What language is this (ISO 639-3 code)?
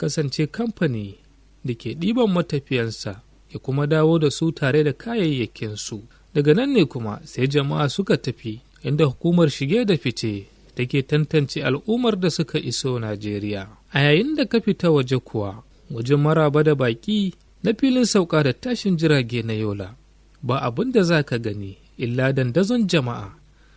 hau